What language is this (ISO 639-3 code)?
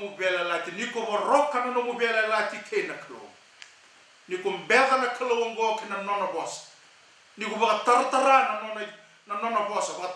fij